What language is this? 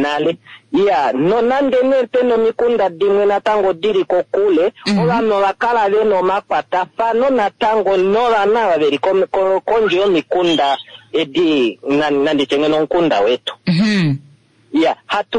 Kuanyama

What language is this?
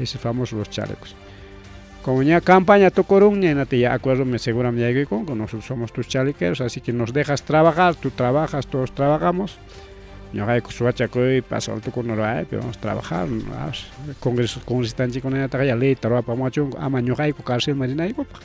Ayacucho Quechua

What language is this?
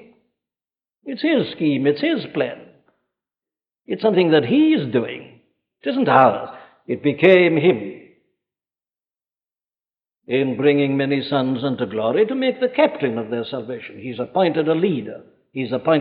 English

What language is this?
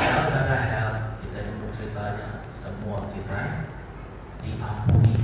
Iban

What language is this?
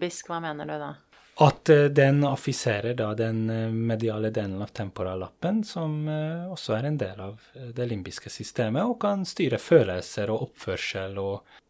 Norwegian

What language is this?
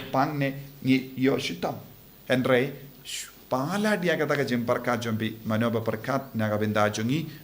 Khasi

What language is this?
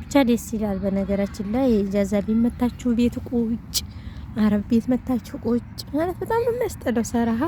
Amharic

